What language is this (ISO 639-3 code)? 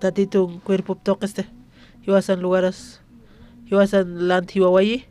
aym